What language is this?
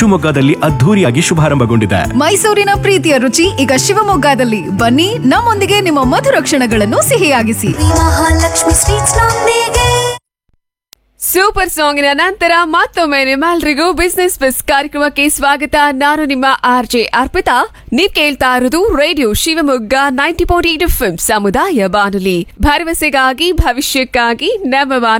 Kannada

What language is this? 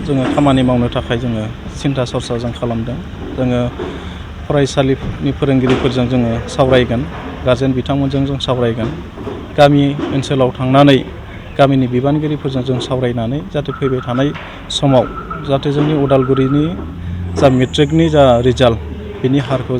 Bodo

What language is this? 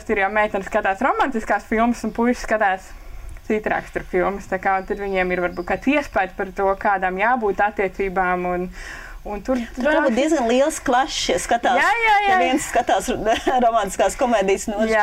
Latvian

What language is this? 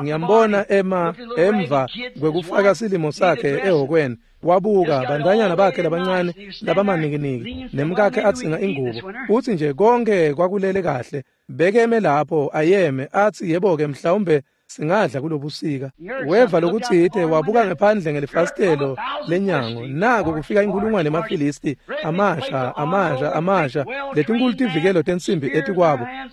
Swati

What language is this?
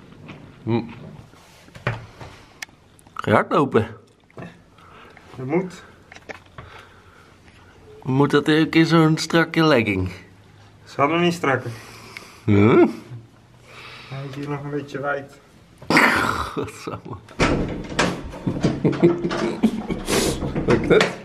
Dutch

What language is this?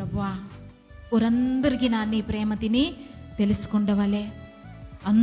Koya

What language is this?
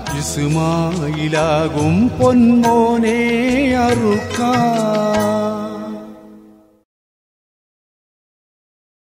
Malayalam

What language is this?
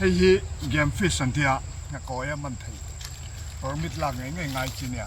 Mizo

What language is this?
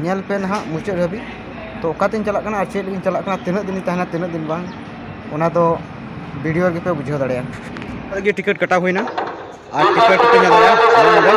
Santali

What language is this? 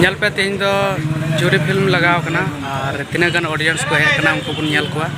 Santali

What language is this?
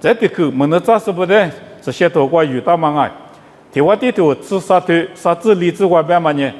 Lisu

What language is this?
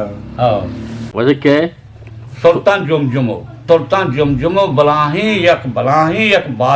Eastern Balochi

